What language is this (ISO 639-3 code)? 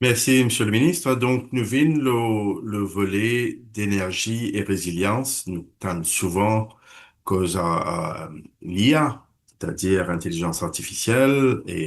mfe